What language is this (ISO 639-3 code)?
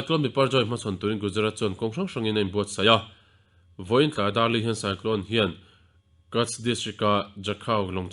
lus